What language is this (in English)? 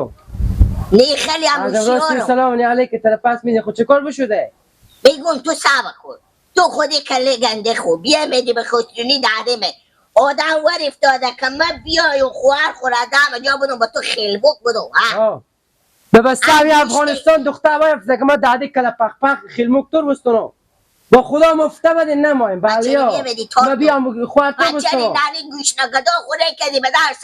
Persian